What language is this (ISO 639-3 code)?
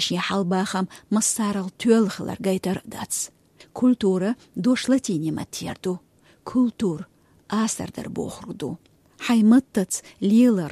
che